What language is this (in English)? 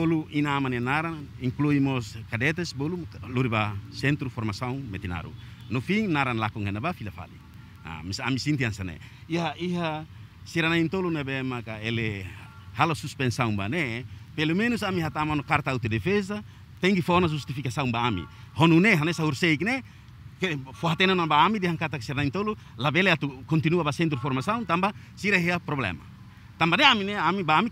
Tetum